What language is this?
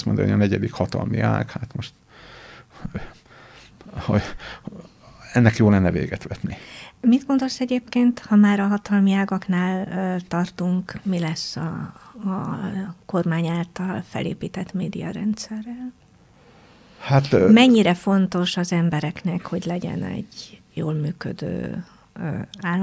Hungarian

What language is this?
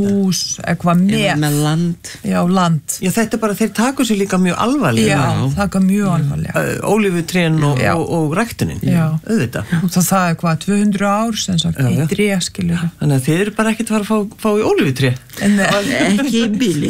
Icelandic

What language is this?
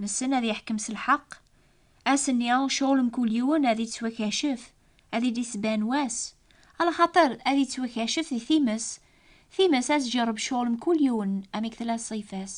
Kabyle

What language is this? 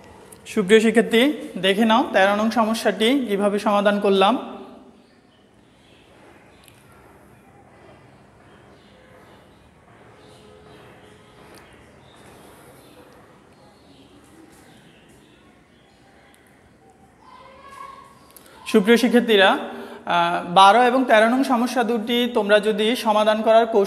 Bangla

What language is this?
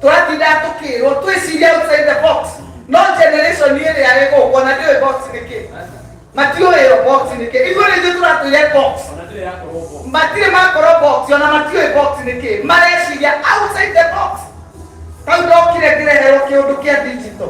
Kikuyu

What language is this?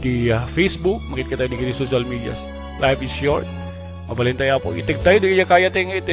Iloko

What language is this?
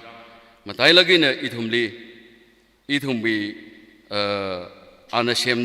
Tangkhul Naga (India)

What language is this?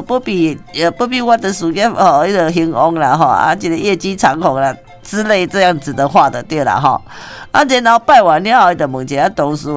Min Nan Chinese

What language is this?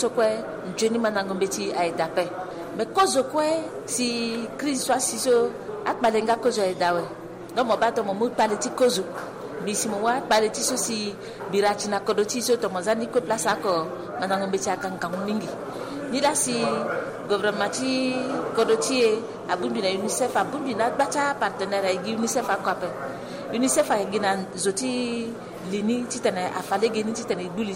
Sango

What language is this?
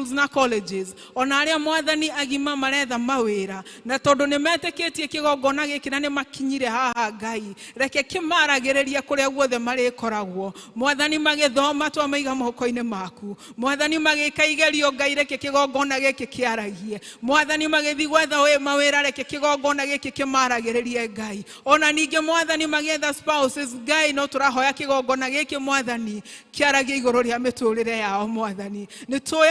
Kikuyu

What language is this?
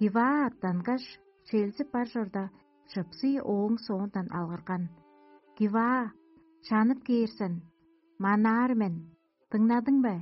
Tuvinian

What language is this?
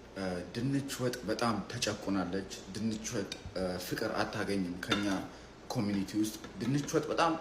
Amharic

